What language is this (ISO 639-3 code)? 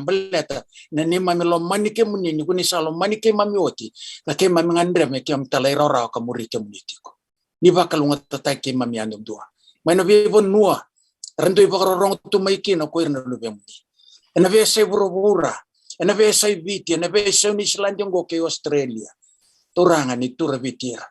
fij